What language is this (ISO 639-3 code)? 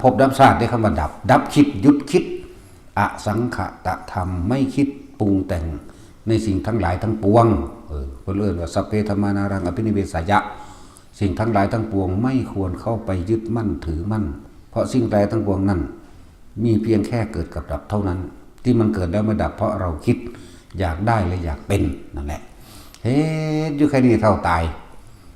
tts